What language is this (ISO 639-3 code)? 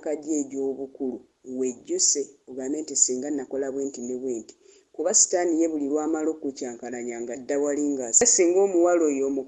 lug